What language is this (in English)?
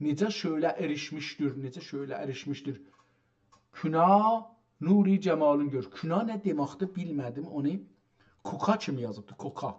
South Azerbaijani